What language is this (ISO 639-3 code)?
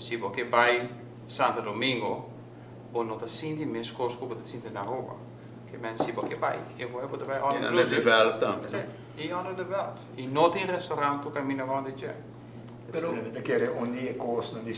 pap